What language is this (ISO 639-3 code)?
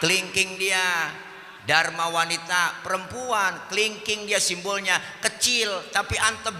bew